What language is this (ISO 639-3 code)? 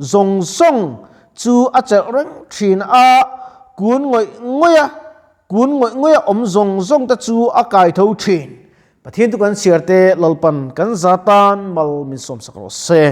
lus